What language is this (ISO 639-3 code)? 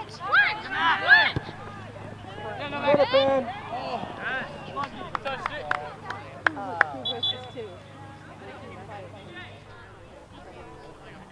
eng